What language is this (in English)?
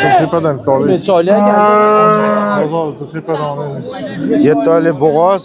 Uzbek